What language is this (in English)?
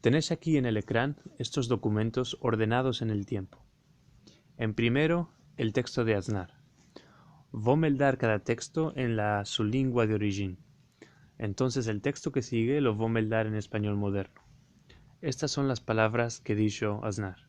Ladino